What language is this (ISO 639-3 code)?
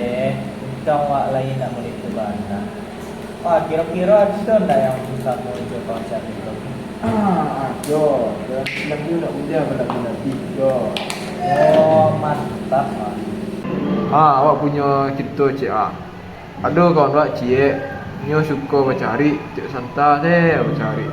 min